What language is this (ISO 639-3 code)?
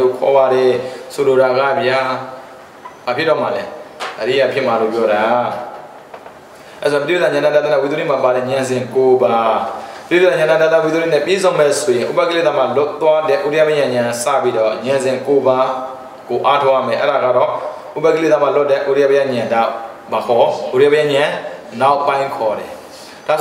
mya